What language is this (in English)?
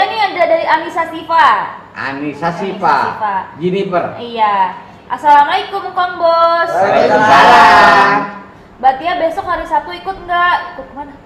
Betawi